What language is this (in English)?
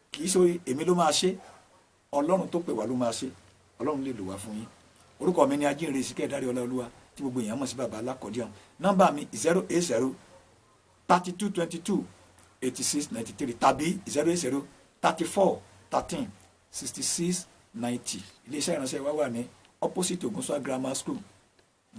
Yoruba